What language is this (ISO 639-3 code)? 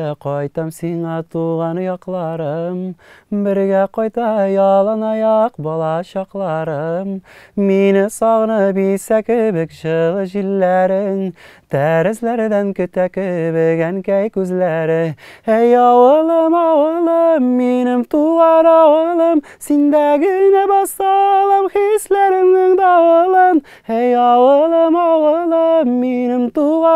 tat